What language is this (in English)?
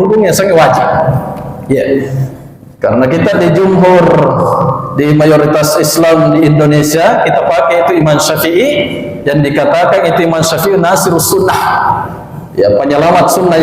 Buginese